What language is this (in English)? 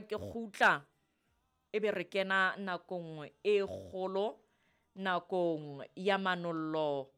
Southern Sotho